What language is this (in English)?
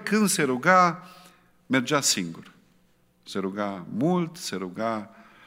Romanian